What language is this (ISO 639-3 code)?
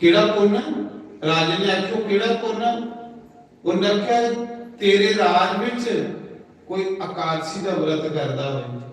doi